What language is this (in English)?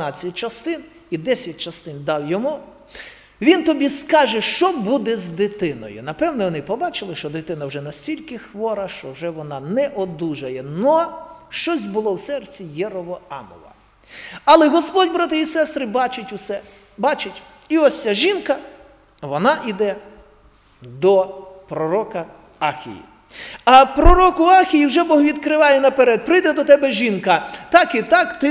Ukrainian